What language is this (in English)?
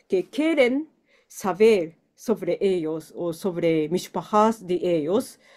Ladino